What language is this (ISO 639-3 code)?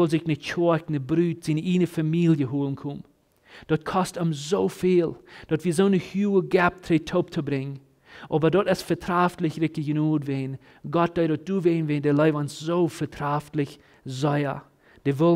pdt